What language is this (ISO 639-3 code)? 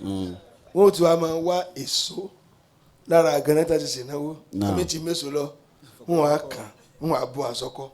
yor